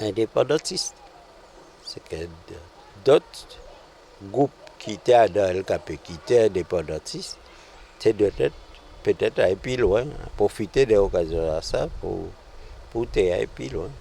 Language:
Guadeloupean Creole French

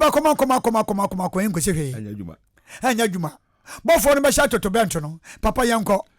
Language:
Akan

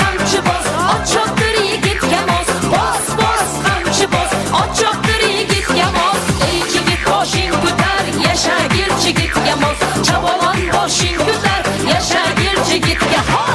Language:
Kara-Kalpak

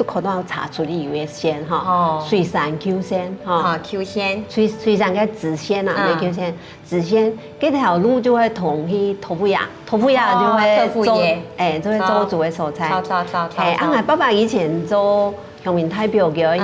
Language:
Hakka Chinese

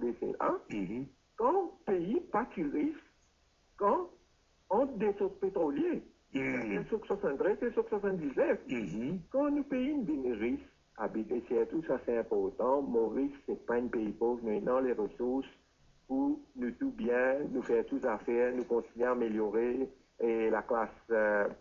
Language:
Morisyen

